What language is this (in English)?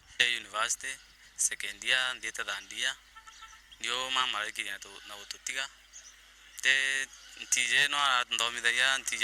Meru